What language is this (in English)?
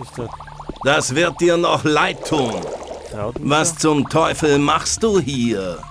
Bavarian